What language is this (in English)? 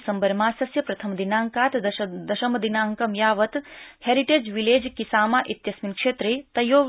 Sanskrit